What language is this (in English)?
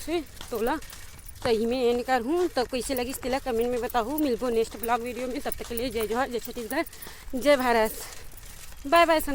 Chhattisgarhi